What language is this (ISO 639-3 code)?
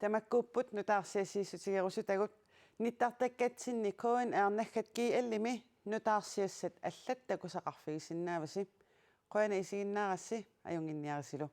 kal